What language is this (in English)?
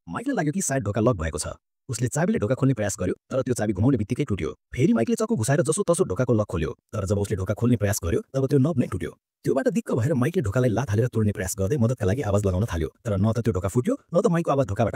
Nepali